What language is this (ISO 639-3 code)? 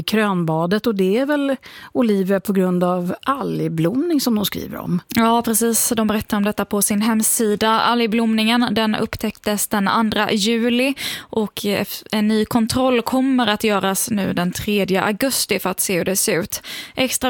swe